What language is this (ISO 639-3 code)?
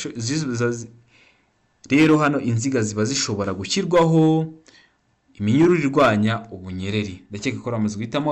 kin